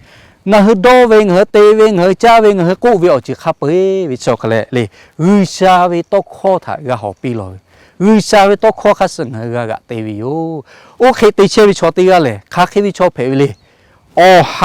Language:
Lahu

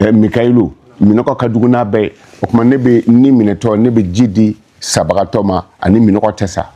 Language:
Bambara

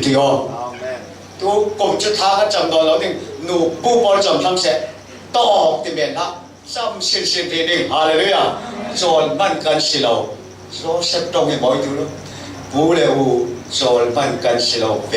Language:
Falam Chin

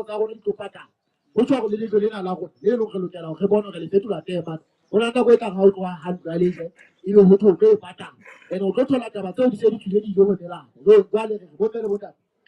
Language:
Southern Sotho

